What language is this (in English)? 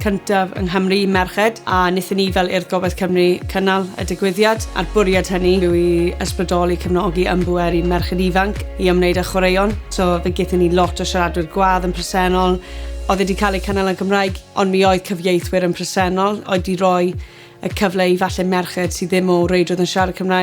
Welsh